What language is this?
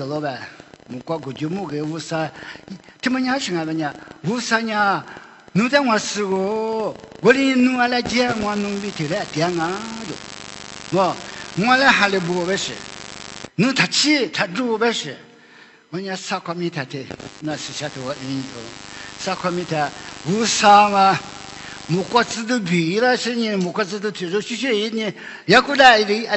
Lisu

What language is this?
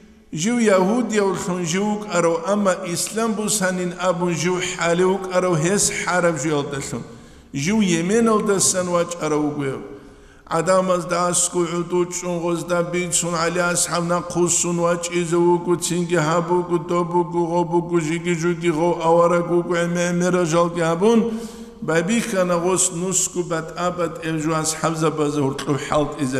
Avaric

